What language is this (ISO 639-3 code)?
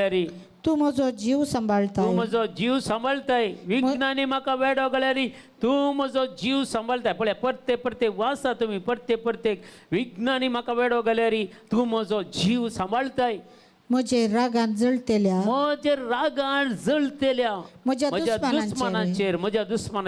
kok